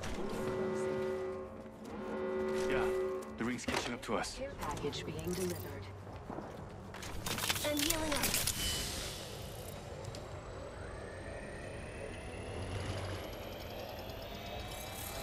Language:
English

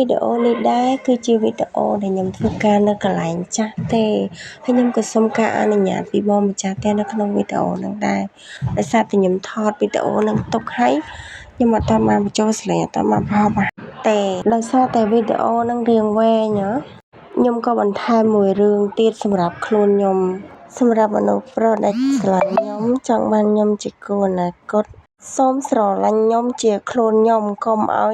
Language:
Khmer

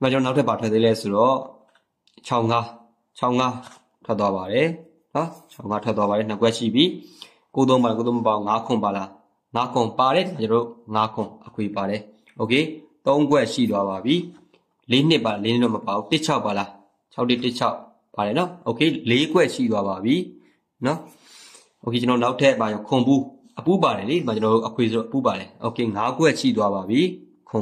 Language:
Burmese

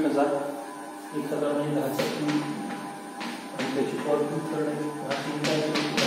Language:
Marathi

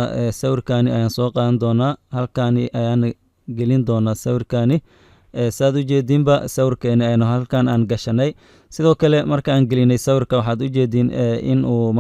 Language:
Somali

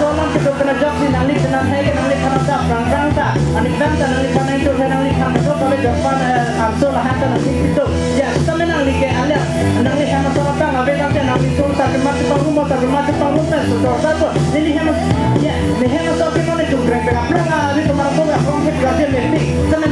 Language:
Karbi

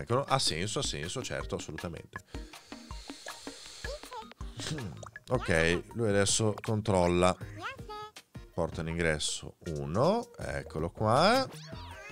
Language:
Italian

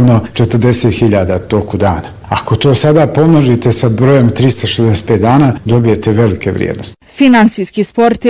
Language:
Bosnian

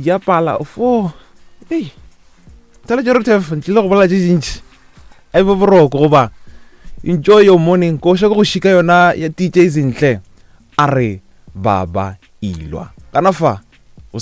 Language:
Northern Sotho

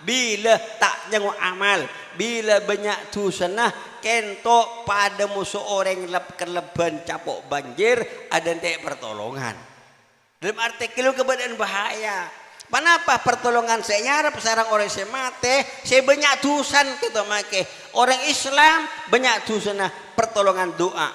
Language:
Madurese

